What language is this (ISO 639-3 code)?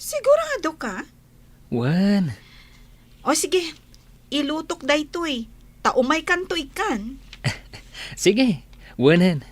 ilo